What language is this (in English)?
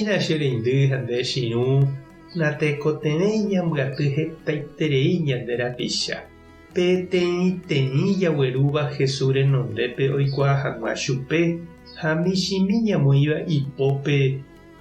Guarani